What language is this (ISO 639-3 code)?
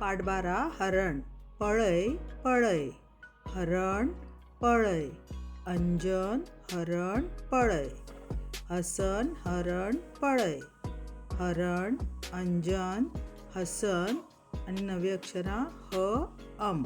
kok